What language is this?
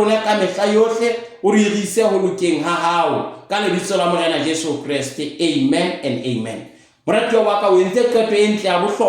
Southern Sotho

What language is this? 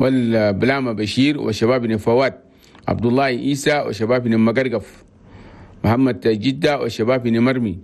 Chadian Arabic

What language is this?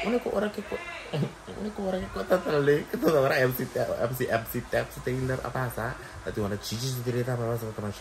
Papiamento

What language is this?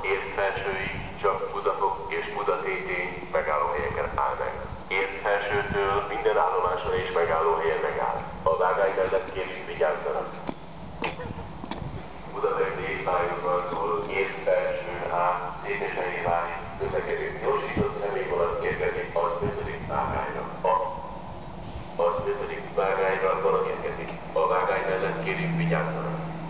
Hungarian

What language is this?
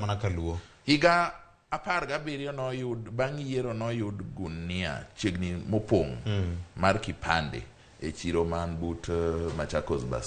Luo (Kenya and Tanzania)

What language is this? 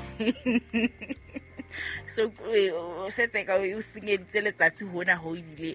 Southern Sotho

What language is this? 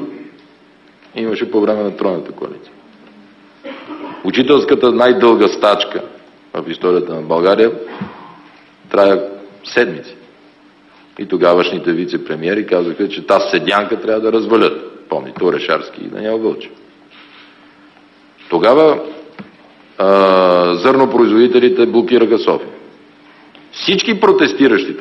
Bulgarian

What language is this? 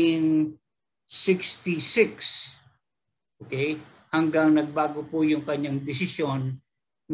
Filipino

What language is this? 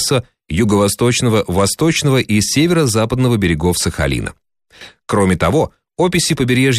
Russian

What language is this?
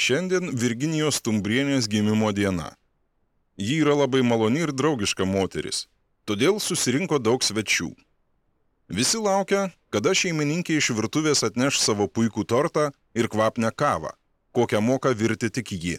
Lithuanian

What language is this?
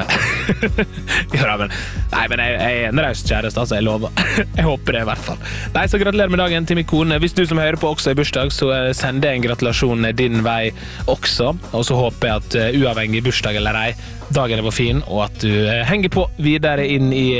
Norwegian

